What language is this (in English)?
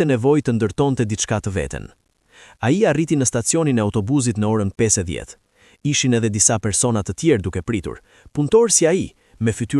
Albanian